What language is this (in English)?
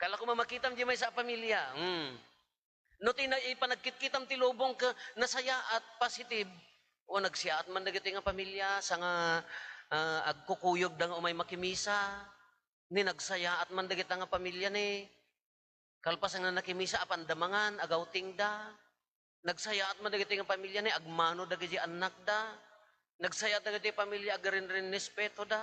Iloko